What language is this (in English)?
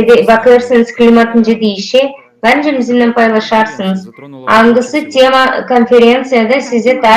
Gagauz